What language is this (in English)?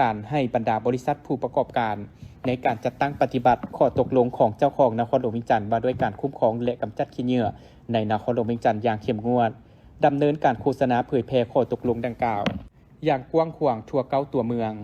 Lao